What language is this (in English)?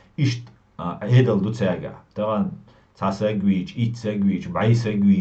Chechen